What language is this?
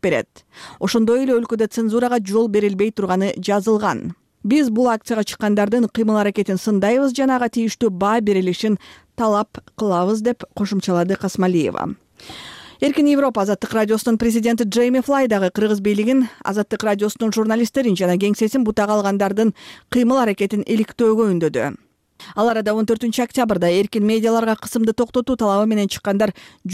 Kyrgyz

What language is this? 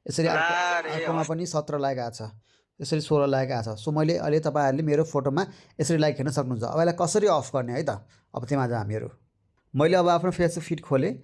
Nepali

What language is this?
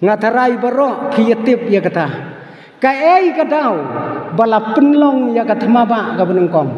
Khasi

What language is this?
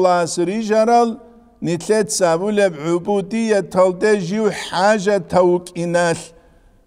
Avaric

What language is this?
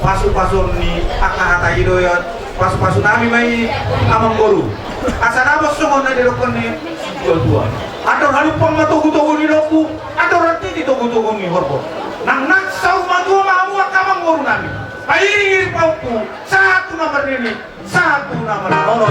Batak Toba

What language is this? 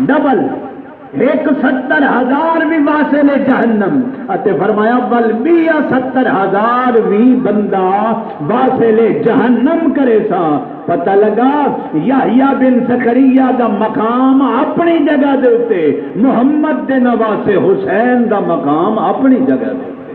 Saraiki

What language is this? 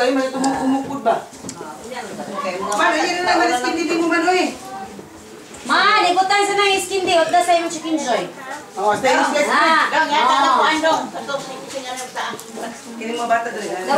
Cebuano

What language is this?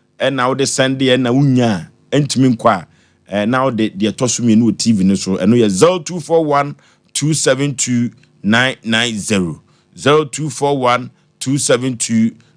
Akan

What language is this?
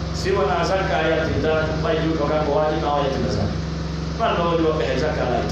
Pular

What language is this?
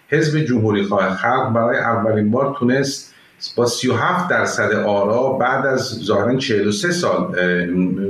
Persian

